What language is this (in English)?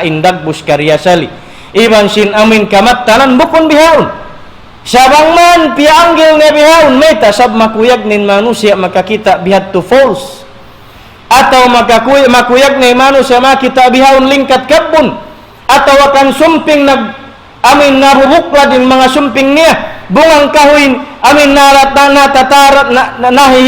Tausug